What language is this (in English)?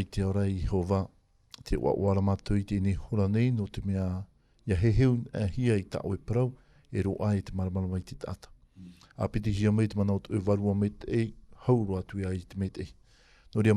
Tahitian